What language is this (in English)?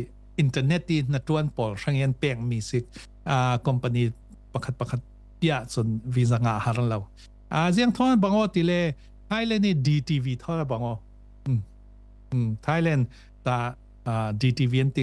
Falam Chin